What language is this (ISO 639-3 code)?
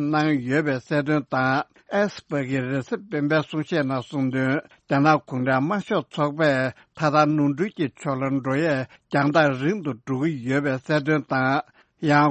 bod